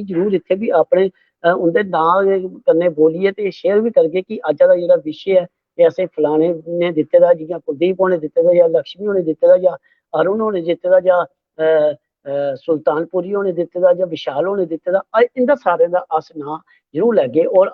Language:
Dogri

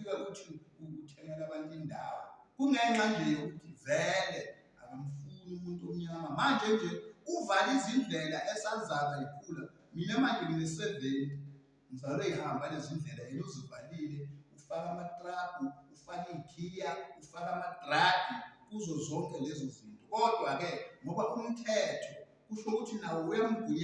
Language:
Zulu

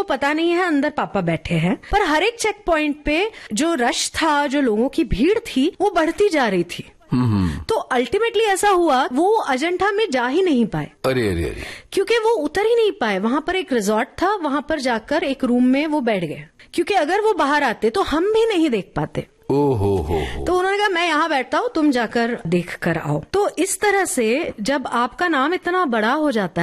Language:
Hindi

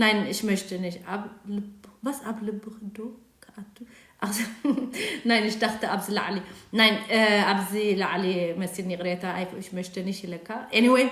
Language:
Tigrinya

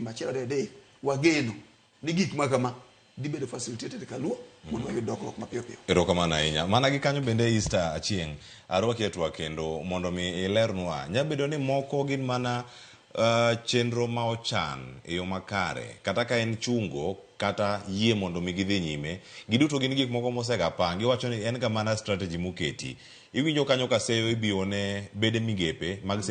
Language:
Luo (Kenya and Tanzania)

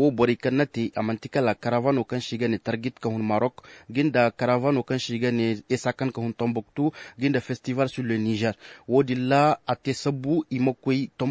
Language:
Zarma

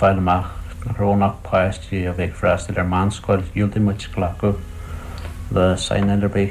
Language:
Irish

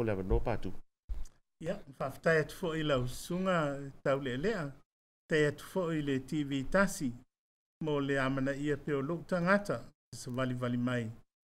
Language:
Samoan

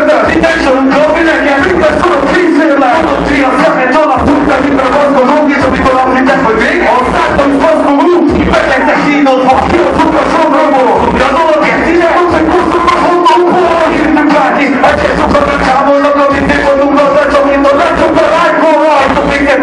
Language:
Hungarian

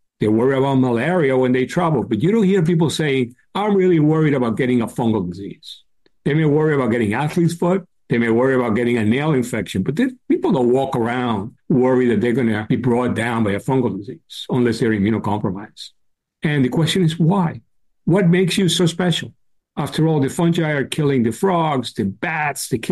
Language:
English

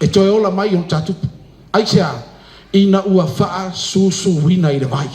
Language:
Samoan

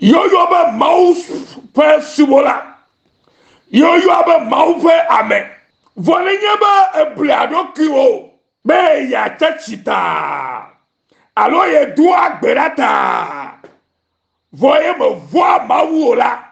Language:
Ewe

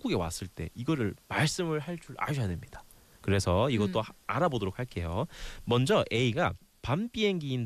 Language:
Korean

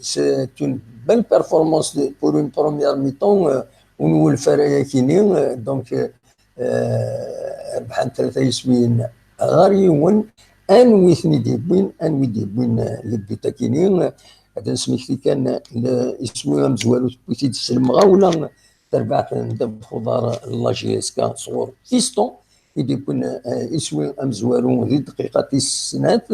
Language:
Kabyle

